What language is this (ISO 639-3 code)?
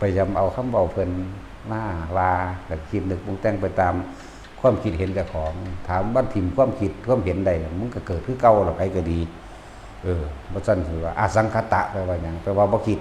tts